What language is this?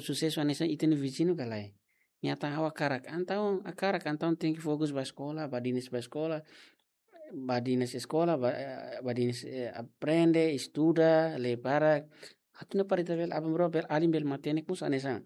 Tetum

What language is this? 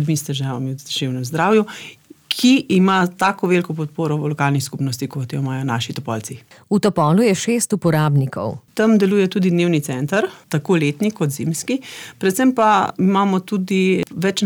Slovenian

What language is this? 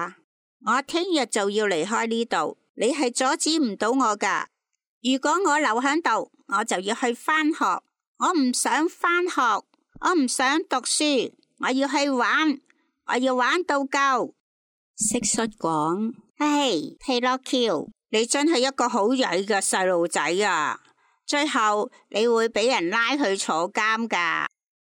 Cantonese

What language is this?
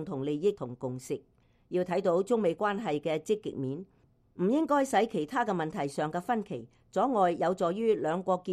Cantonese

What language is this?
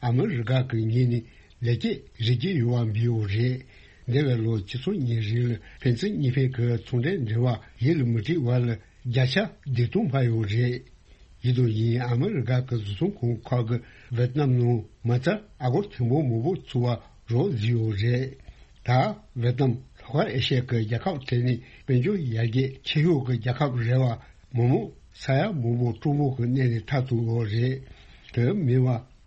Tibetan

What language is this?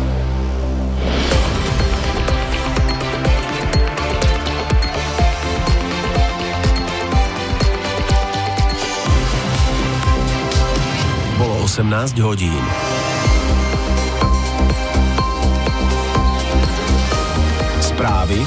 Slovak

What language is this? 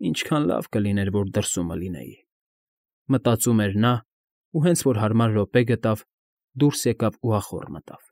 Armenian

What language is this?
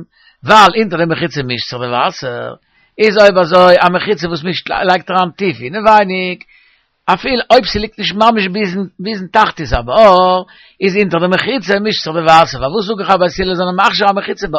Yiddish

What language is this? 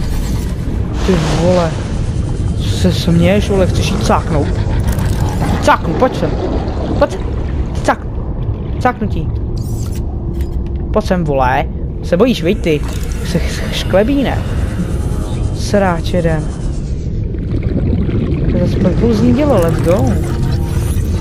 Czech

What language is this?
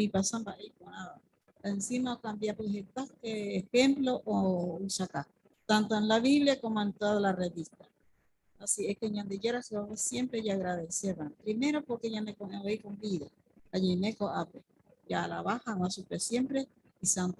Guarani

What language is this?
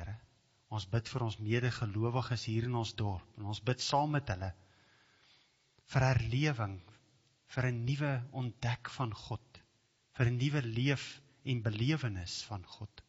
Afrikaans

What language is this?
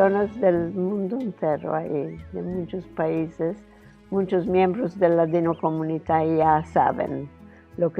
Ladino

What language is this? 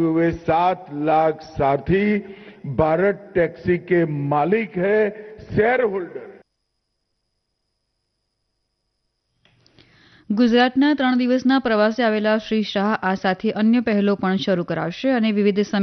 Gujarati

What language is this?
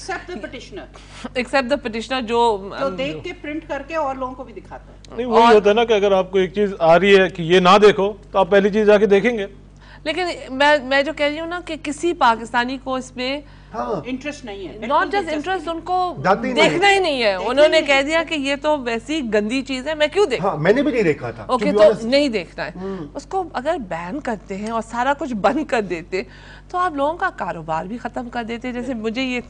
Urdu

